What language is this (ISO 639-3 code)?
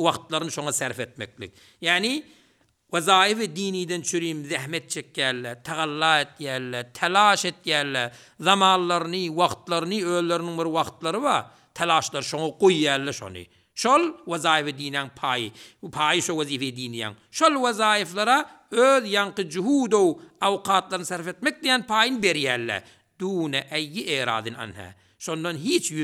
tuk